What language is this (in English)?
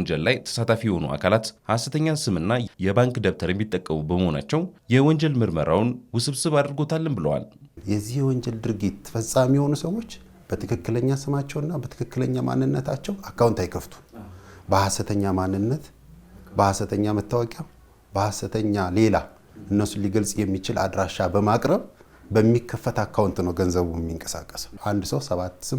Amharic